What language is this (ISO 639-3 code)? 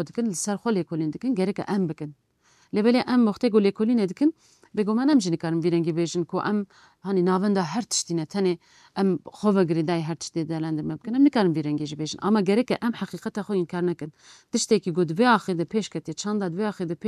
kur